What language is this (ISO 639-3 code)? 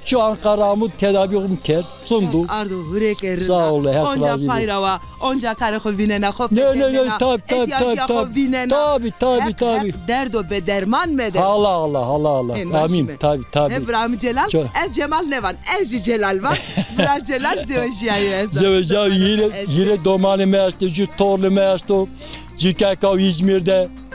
zza